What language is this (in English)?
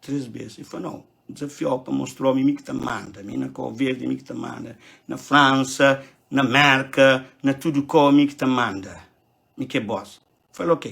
Kabuverdianu